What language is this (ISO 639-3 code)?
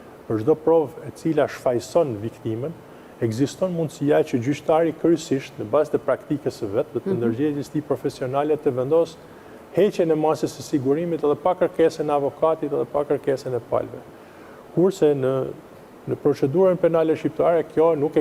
sqi